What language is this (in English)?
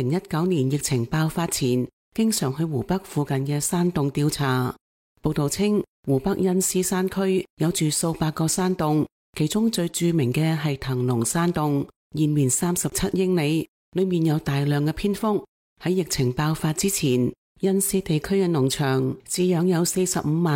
Cantonese